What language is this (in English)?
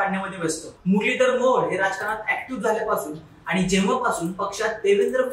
Marathi